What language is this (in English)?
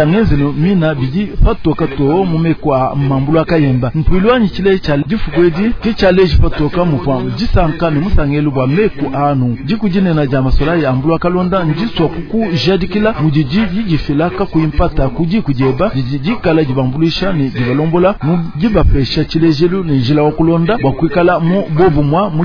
Luba-Lulua